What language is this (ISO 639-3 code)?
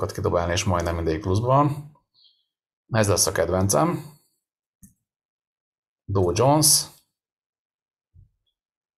hun